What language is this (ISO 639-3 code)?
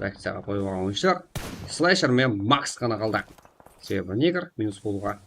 kaa